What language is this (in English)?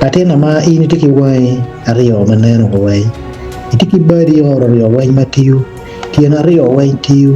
Acoli